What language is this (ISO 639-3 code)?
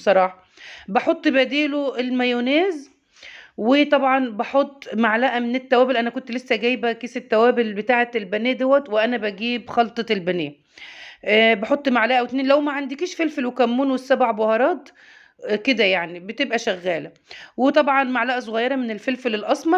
arz